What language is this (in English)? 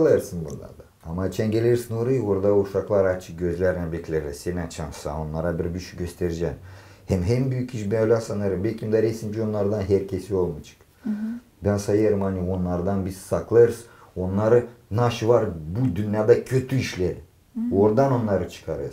Gagauz